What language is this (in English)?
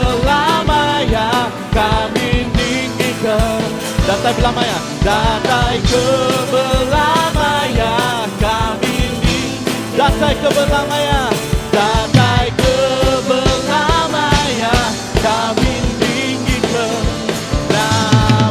Iban